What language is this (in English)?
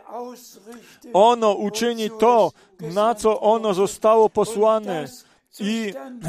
Polish